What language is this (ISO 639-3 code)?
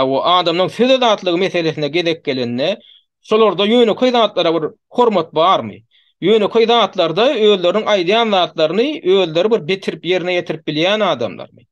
tuk